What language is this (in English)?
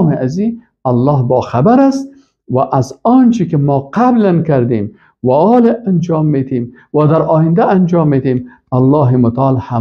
Persian